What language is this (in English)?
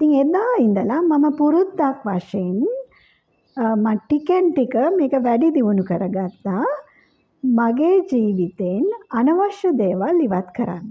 Sinhala